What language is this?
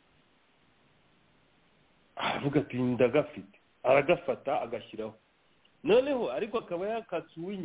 Kinyarwanda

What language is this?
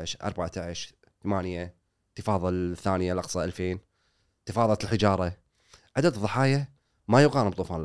Gulf Arabic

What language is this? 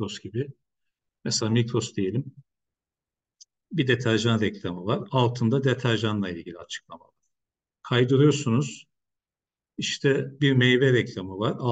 Turkish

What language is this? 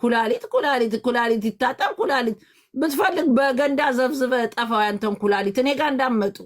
Amharic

